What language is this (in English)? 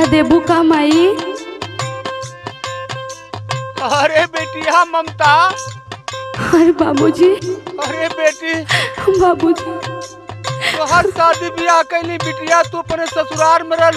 Bhojpuri